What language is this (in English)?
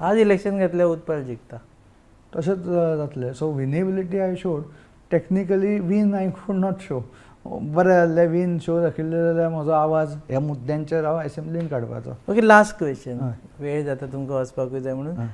Konkani